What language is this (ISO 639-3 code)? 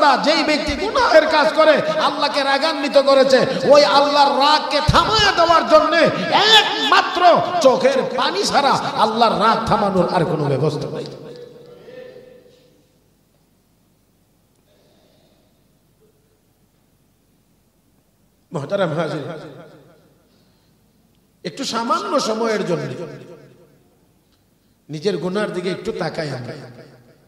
ben